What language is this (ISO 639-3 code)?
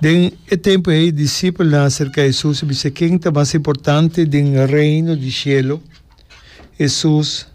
pap